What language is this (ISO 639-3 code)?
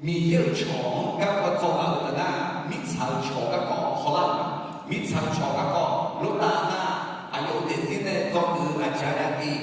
ahk